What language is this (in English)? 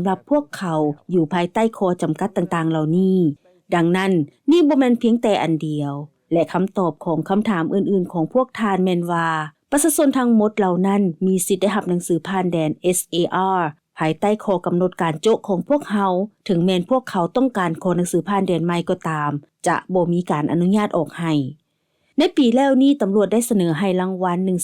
Lao